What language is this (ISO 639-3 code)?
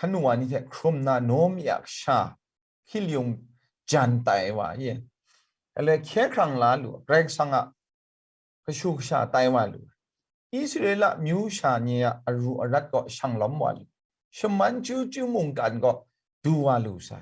kac